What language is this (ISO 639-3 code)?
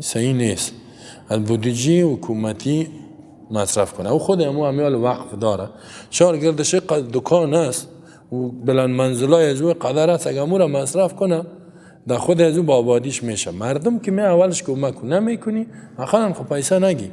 fas